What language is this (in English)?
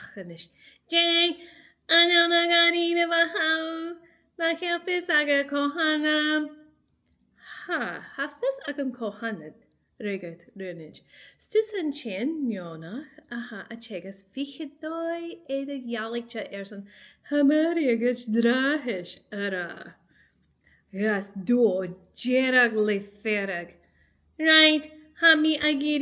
Scottish Gaelic